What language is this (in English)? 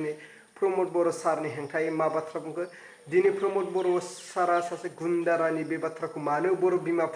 Bodo